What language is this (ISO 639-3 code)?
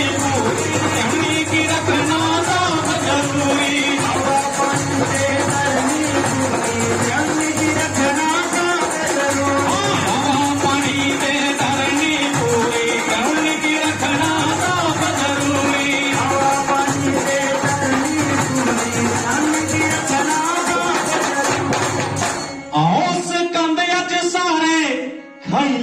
doi